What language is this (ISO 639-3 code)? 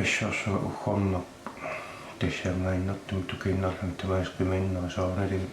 kal